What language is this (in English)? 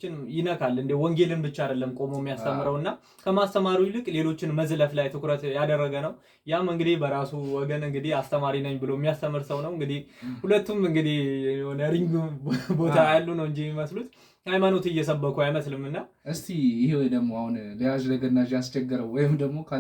Amharic